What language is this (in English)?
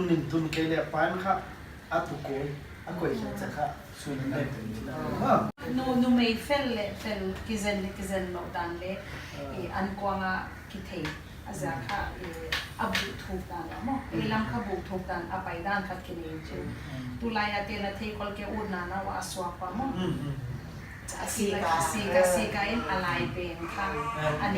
Paite Chin